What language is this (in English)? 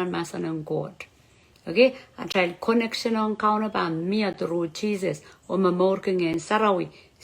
Pohnpeian